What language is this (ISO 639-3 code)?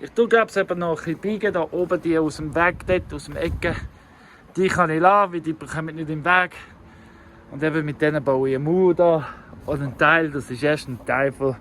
gsw